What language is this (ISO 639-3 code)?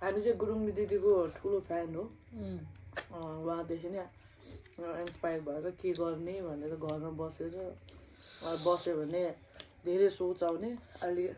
nep